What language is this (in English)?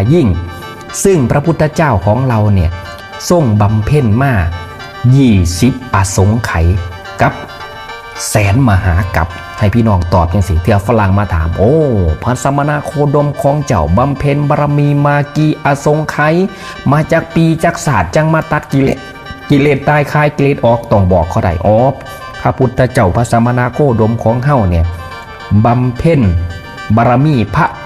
Northeastern Thai